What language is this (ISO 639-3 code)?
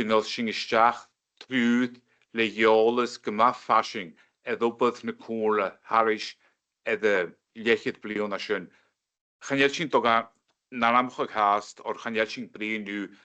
gla